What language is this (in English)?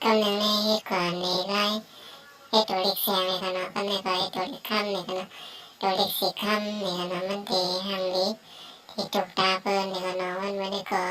Shan